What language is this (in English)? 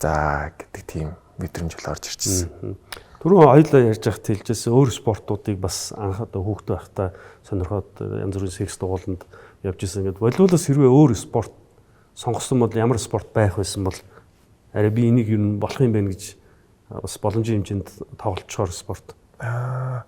Mongolian